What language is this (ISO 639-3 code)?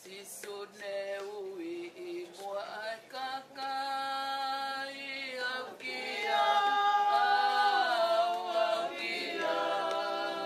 ton